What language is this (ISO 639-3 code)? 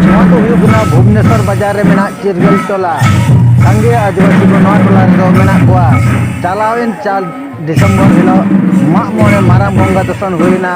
sat